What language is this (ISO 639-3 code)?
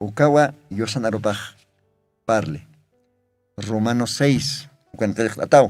aym